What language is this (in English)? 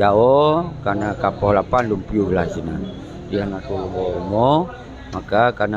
Achinese